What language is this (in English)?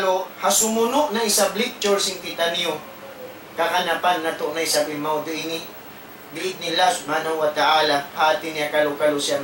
Tausug